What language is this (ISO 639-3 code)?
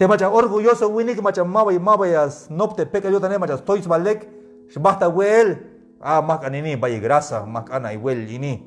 tzh